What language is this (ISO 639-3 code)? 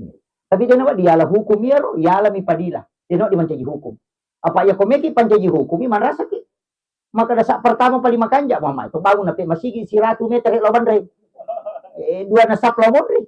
bug